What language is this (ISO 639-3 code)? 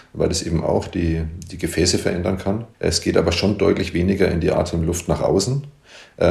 deu